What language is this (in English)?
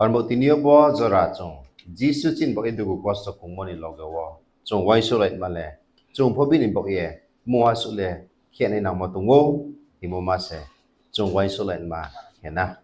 Riang (India)